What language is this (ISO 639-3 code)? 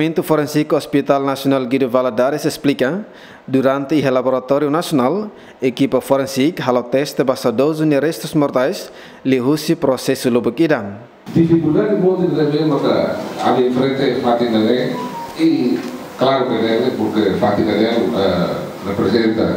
tet